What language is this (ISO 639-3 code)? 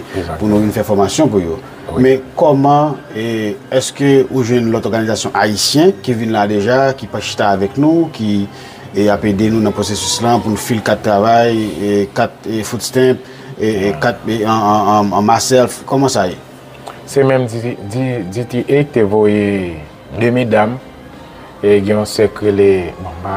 hat